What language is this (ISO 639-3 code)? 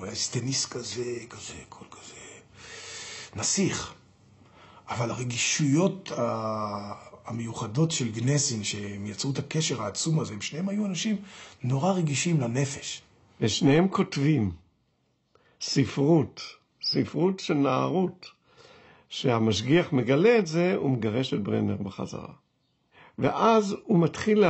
heb